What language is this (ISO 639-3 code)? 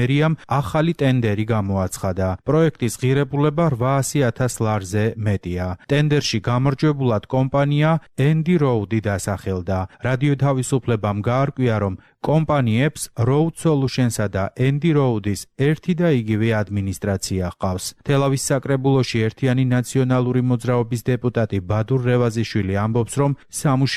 kat